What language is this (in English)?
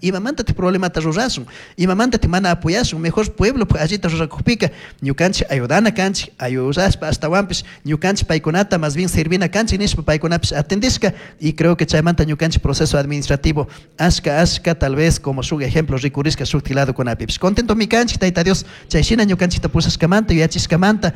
Chimborazo Highland Quichua